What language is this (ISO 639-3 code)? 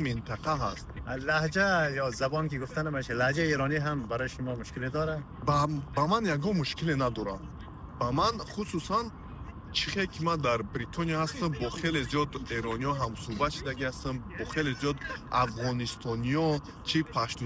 tgk